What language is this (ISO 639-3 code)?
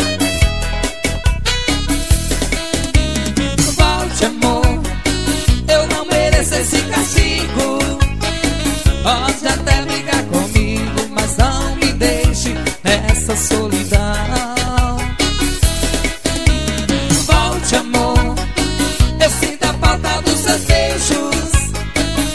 por